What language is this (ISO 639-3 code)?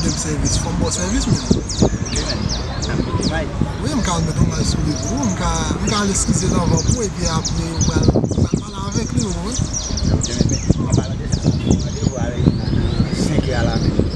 hat